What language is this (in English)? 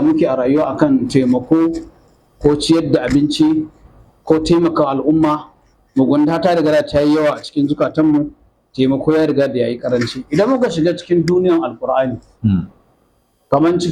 Hausa